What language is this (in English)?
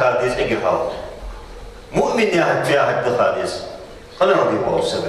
Ingush